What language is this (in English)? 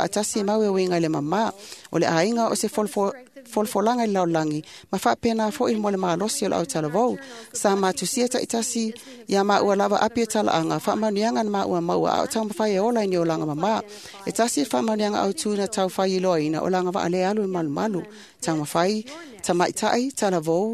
Samoan